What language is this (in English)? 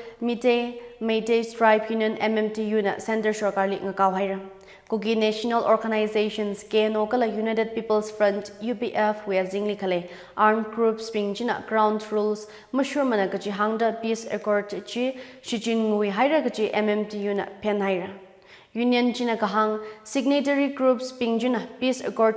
Tangkhul Naga (India)